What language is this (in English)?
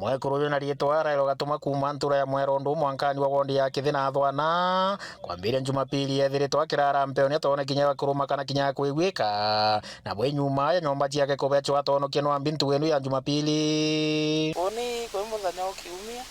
Meru